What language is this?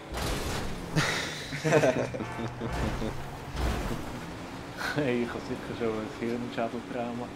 Swiss German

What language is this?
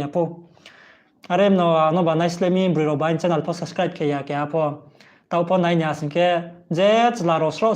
Riang (India)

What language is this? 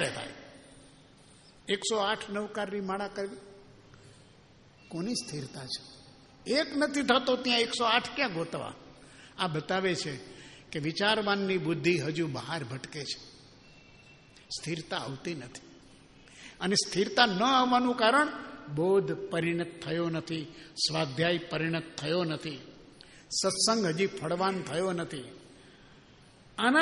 Gujarati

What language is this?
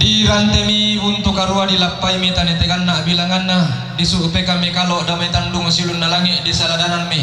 Toraja-Sa'dan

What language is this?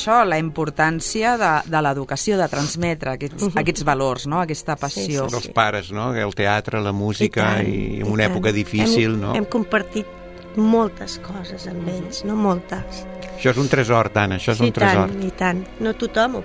Catalan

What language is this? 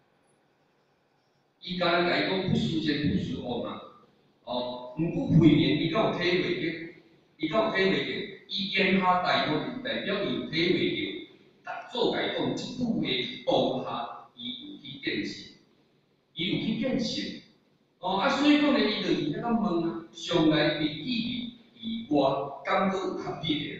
Min Nan Chinese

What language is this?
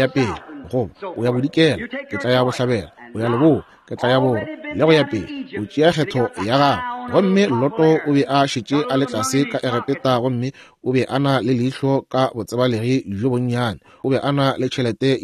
Northern Sotho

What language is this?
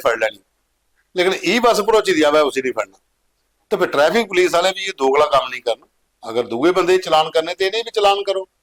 Dogri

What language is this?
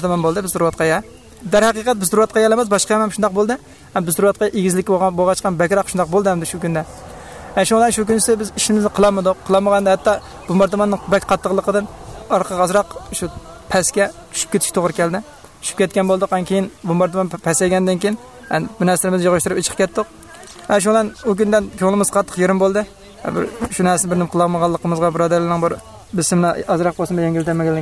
Uyghur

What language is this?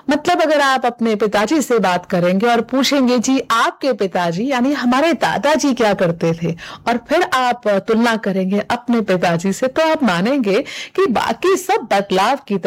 Hindi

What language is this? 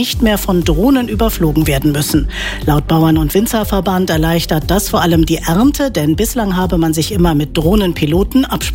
German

